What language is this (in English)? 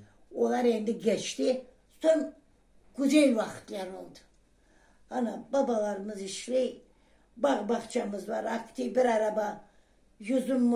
Crimean Tatar